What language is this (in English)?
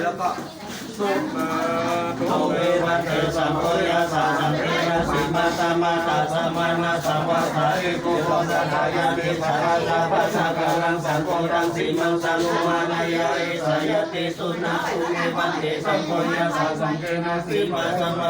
Pali